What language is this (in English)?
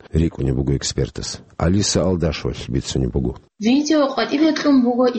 Avaric